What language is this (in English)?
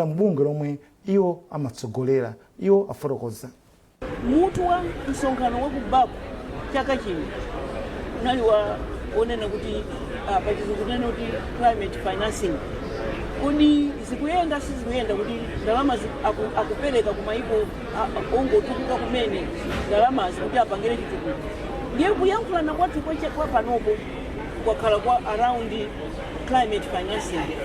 Nyanja